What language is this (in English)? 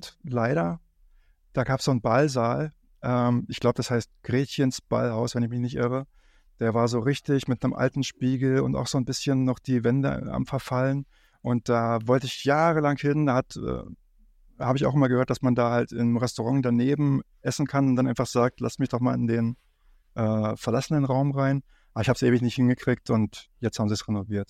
German